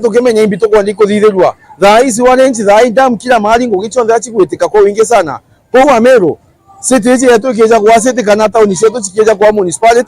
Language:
Meru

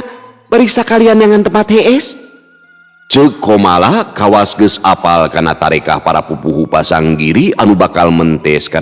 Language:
Sundanese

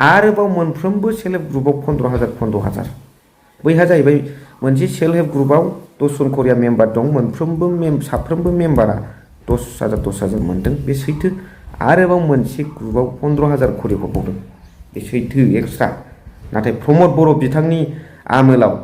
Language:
Bodo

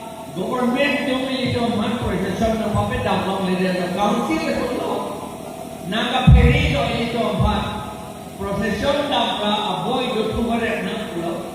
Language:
Karbi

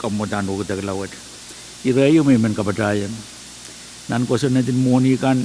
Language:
Pohnpeian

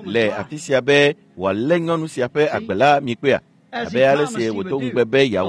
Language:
Ewe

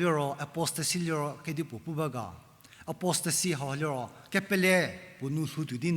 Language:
Angami Naga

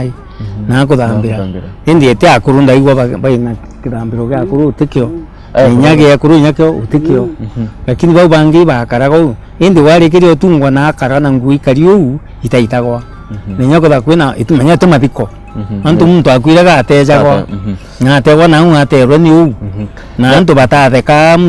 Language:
Meru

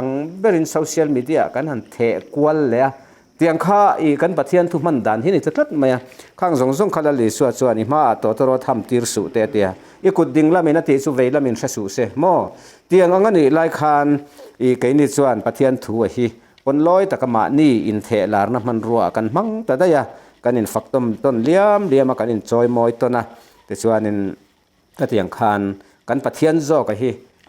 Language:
Mizo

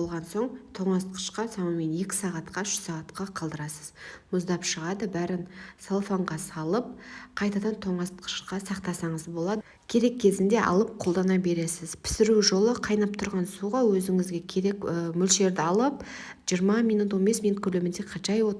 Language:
Kazakh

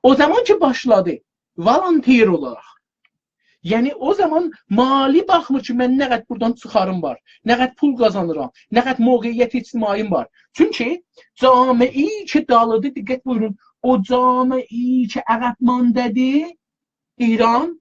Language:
South Azerbaijani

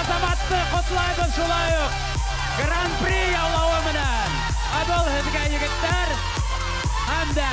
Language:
Bashkir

